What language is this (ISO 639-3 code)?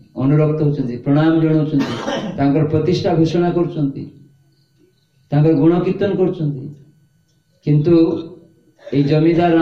ori